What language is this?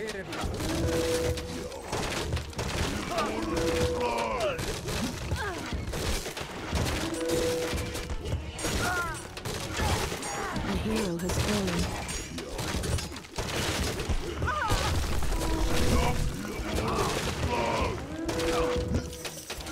Icelandic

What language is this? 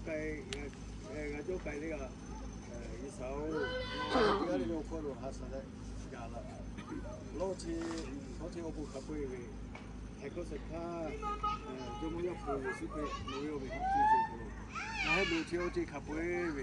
Lahu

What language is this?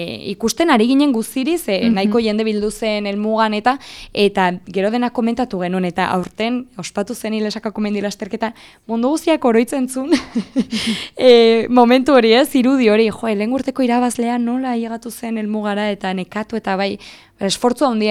Basque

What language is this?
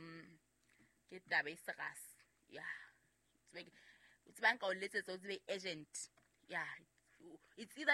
Southern Sotho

